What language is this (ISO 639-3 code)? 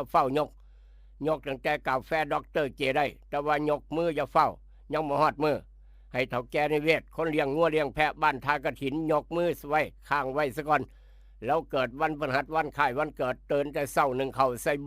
tts